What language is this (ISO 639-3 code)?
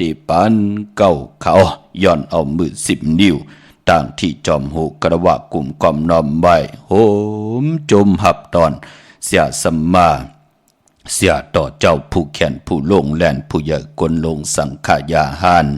shn